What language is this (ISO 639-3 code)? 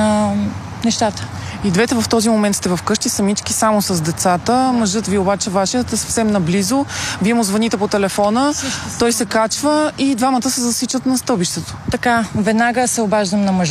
bul